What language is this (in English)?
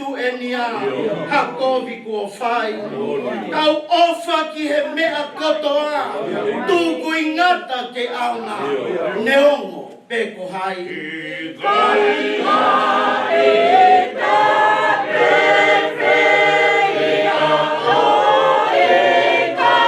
Tongan